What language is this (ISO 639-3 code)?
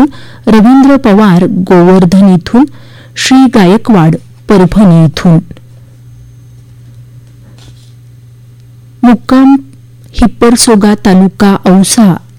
mar